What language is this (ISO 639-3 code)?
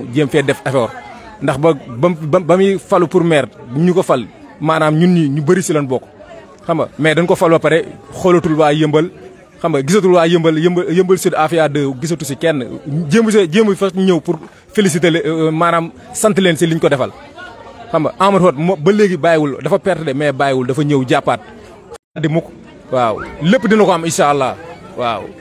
wol